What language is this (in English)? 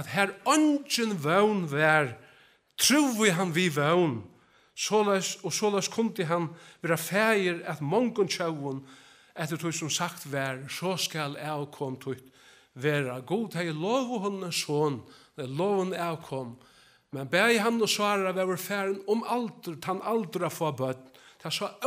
Faroese